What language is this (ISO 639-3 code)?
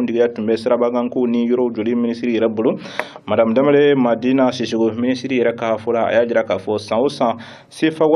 bam